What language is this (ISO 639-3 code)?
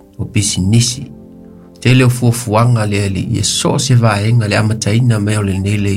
smo